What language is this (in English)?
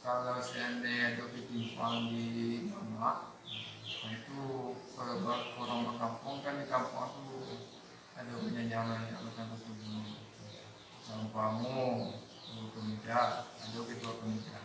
Minangkabau